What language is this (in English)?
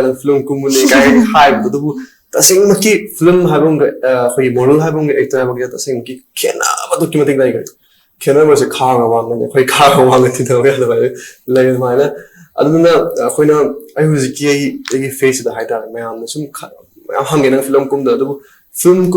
Manipuri